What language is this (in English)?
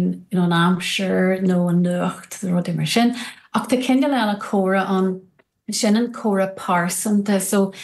Irish